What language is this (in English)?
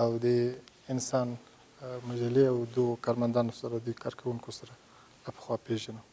Pashto